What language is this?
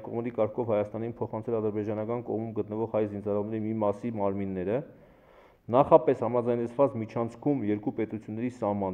Armenian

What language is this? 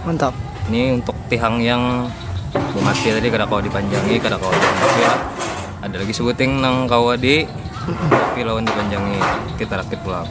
Banjar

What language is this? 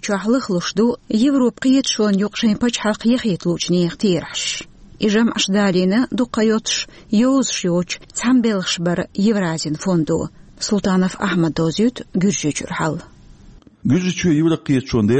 Chechen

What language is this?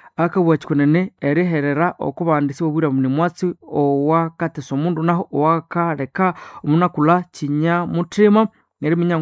Nande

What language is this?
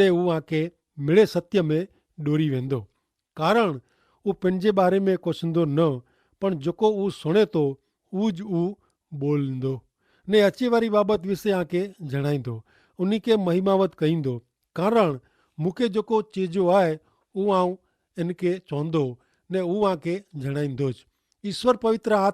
Kachhi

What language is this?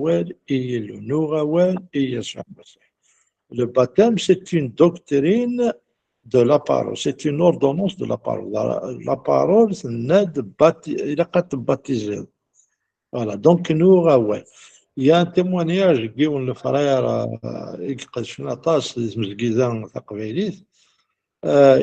Kabyle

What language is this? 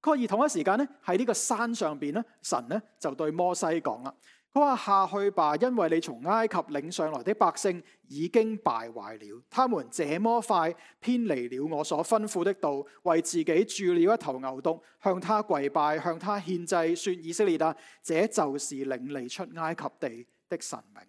Cantonese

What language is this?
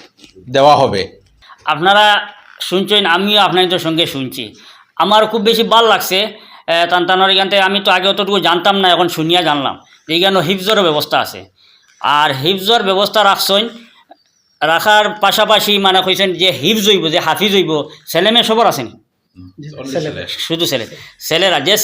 Sylheti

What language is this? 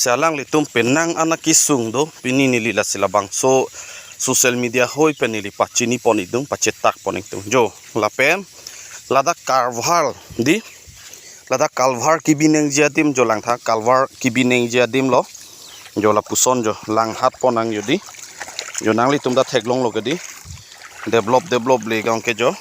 Karbi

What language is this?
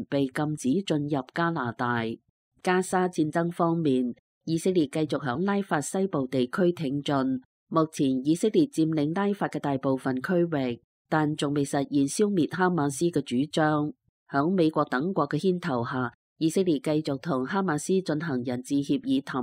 Cantonese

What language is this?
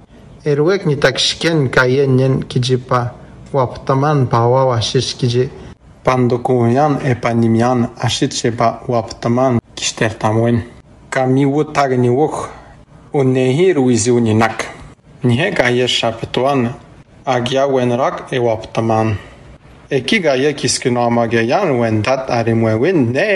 Atikamekw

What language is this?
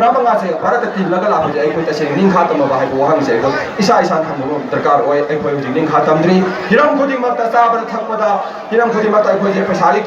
Manipuri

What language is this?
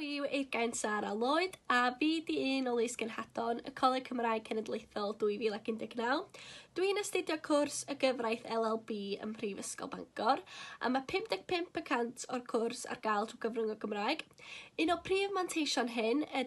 Welsh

